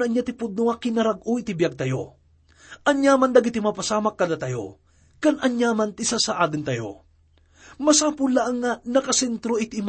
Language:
Iloko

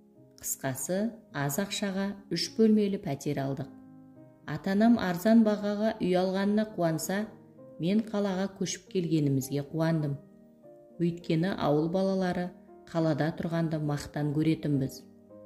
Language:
Kazakh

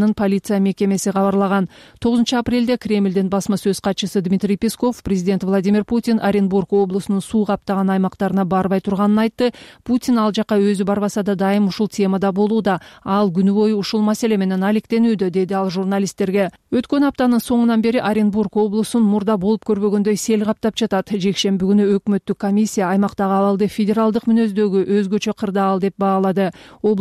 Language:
Kyrgyz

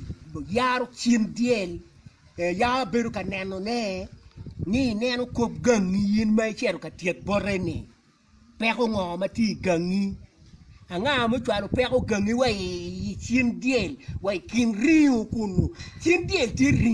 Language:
Acoli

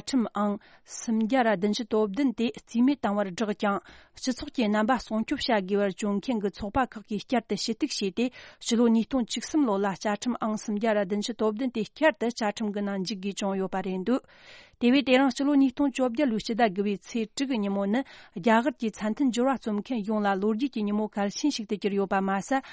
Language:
Tibetan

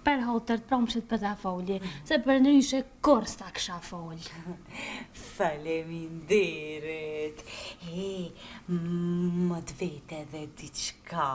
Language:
Albanian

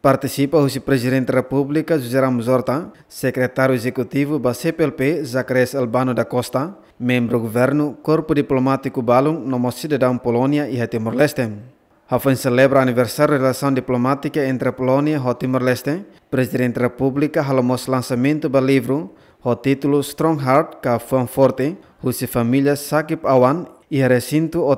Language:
Tetum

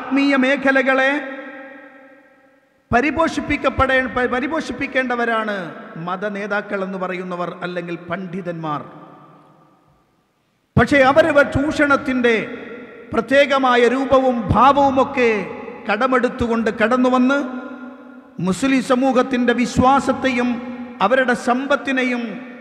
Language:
Malayalam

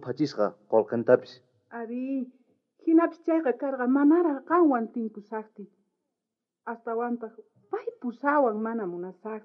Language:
South Bolivian Quechua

